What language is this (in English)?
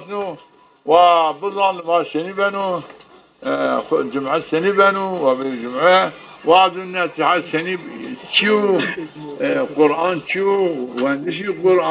Zaza